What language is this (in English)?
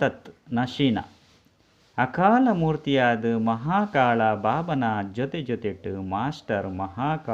Tulu